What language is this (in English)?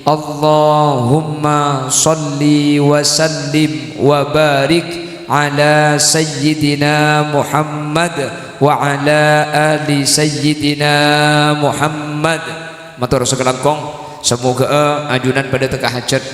Madurese